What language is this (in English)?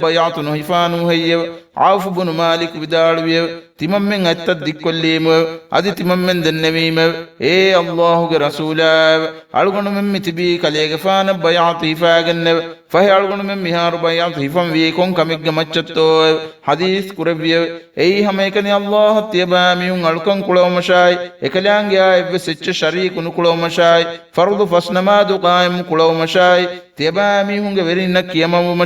Divehi